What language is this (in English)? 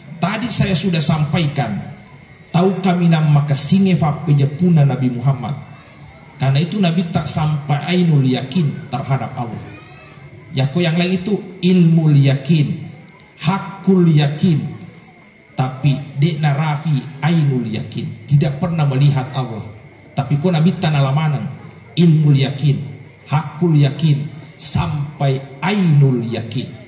Buginese